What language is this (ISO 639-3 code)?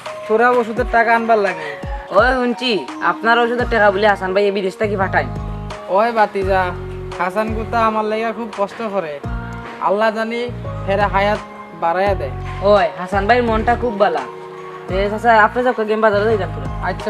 syl